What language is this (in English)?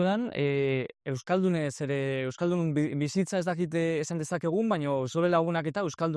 Basque